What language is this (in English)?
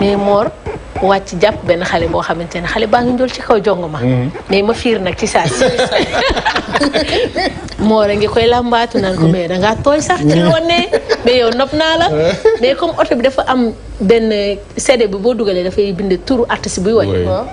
Wolof